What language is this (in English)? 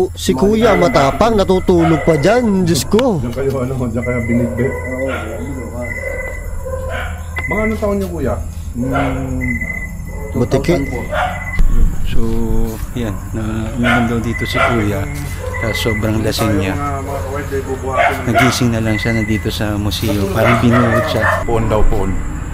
Filipino